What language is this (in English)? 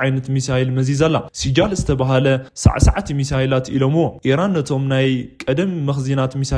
Tigrinya